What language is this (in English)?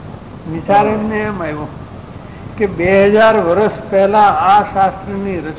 Gujarati